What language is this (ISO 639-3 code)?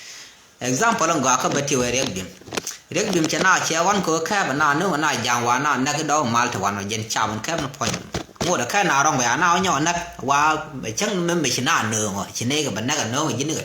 nus